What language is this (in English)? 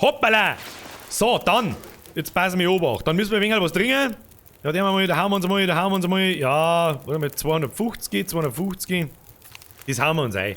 Bavarian